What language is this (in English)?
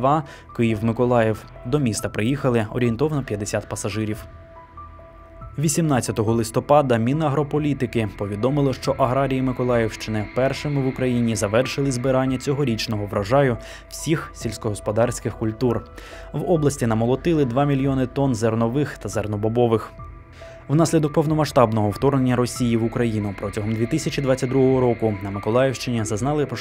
Ukrainian